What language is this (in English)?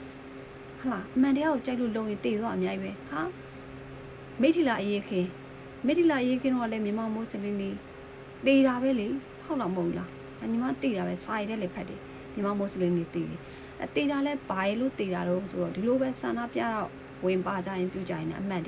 Burmese